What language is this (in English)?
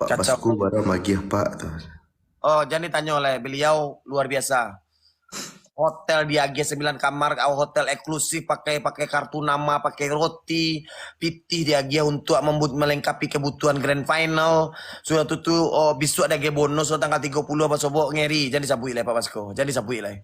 Minangkabau